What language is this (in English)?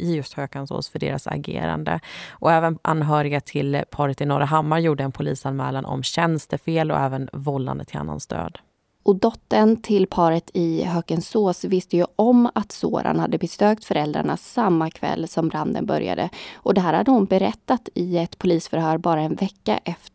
Swedish